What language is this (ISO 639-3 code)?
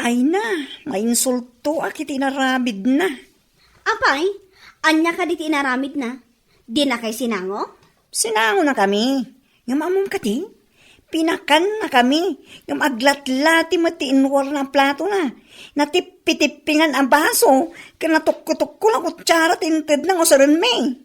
ilo